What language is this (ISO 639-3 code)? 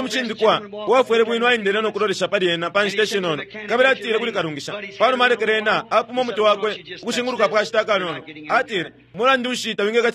bem